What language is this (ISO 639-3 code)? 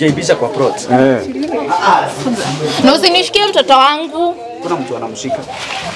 swa